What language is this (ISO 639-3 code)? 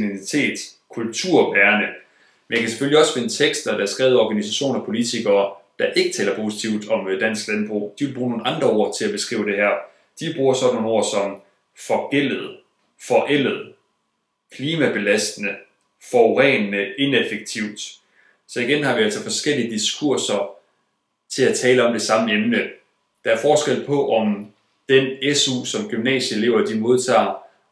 dan